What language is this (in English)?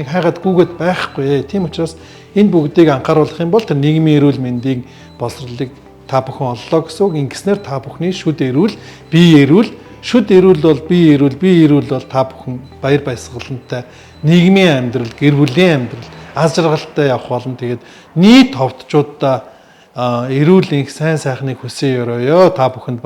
Mongolian